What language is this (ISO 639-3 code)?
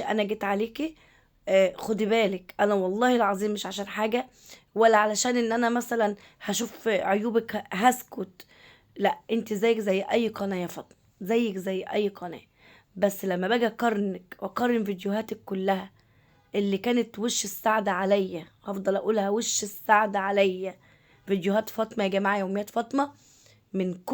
arz